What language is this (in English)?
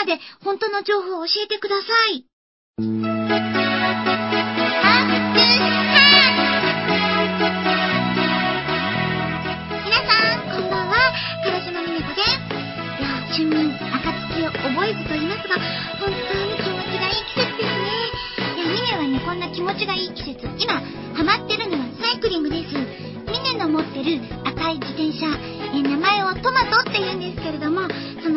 Japanese